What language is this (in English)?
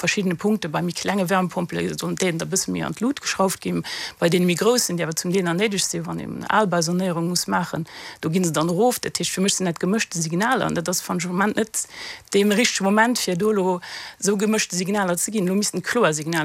Luxembourgish